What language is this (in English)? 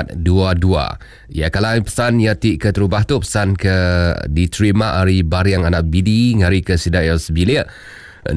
Iban